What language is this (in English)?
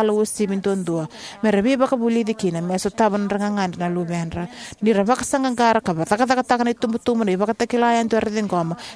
Fijian